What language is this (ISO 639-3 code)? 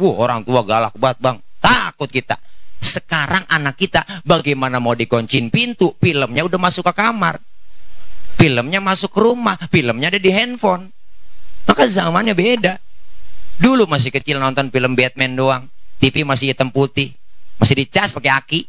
bew